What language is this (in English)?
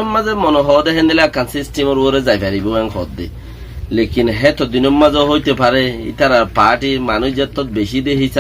Rohingya